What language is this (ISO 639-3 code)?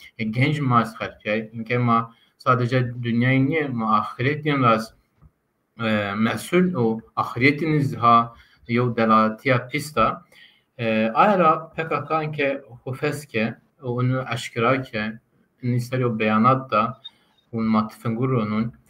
zza